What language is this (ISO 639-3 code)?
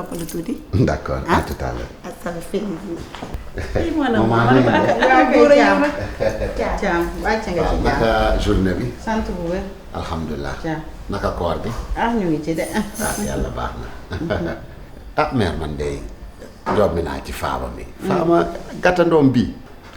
wol